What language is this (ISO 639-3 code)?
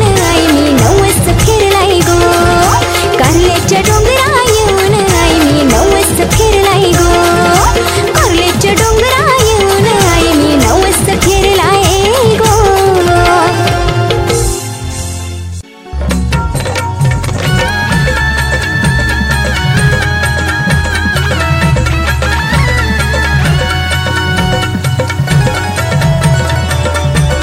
mar